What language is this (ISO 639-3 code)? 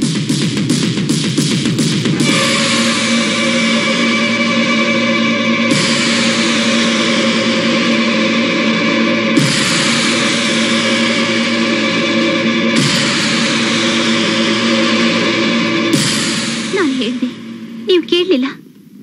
kan